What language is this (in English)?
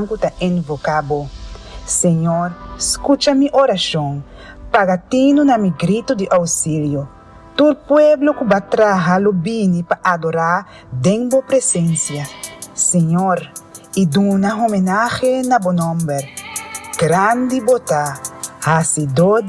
Papiamento